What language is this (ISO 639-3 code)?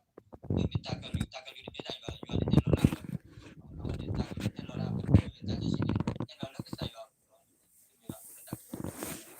ksw